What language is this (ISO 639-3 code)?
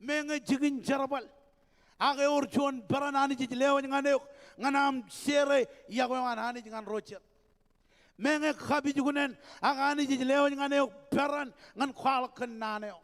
mah